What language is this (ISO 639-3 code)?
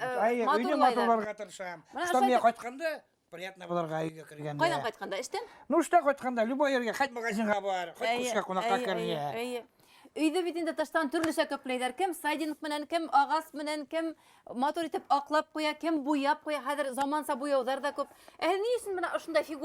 bak